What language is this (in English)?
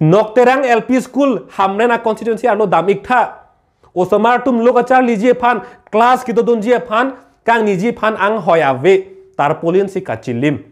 Karbi